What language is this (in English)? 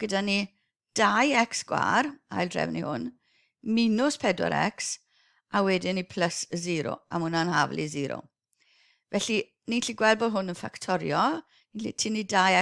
Welsh